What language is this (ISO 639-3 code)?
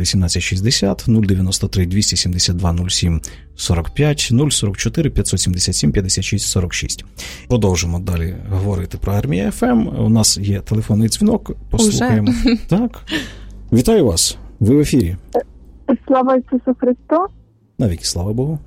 ukr